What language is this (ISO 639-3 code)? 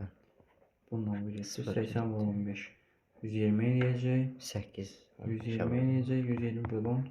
aze